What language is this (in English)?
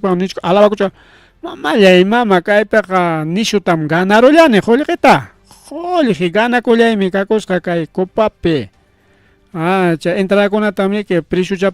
Ayacucho Quechua